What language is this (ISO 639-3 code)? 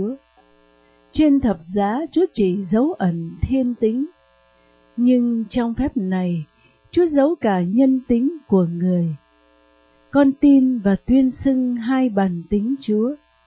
vie